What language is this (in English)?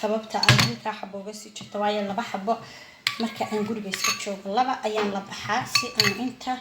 Somali